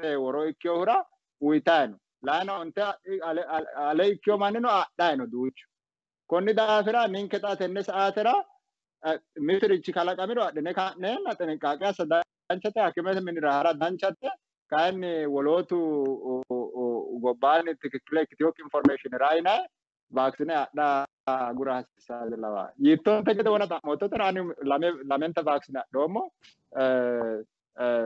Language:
Sidamo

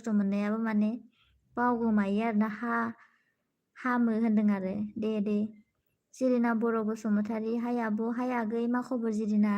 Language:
Bodo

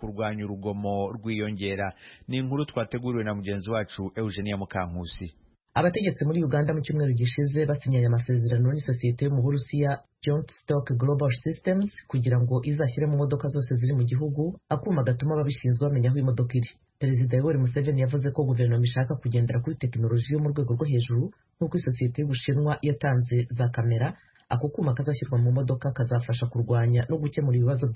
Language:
Kinyarwanda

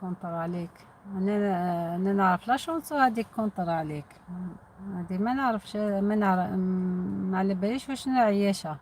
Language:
Algerian Arabic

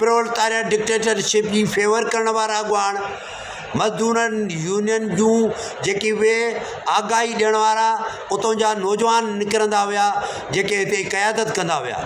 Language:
Sindhi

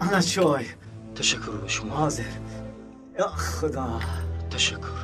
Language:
Tajik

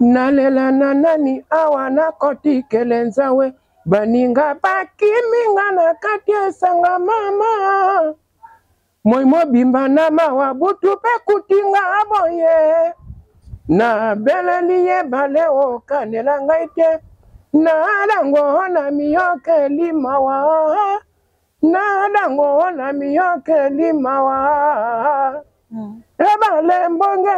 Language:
Lingala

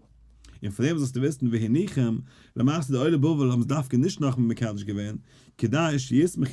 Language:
Yiddish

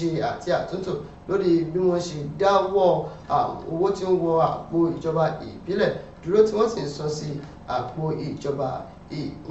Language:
Yoruba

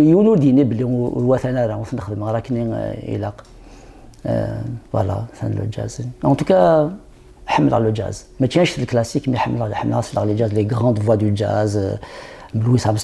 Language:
Kabyle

